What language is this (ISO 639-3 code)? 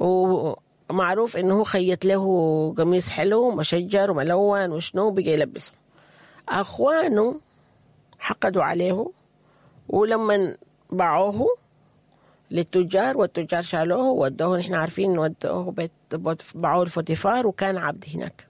apd